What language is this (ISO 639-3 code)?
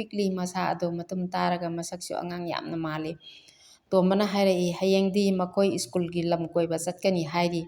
mni